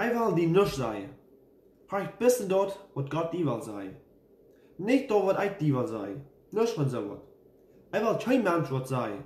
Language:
Plautdietsch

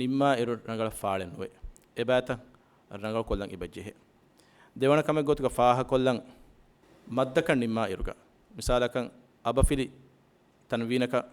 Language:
Divehi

